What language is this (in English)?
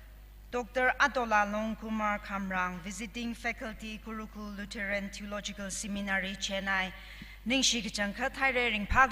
Tangkhul Naga (India)